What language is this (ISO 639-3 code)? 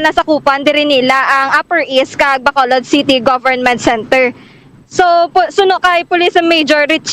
hil